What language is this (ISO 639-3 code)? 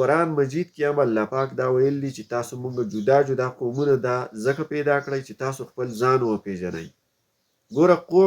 pus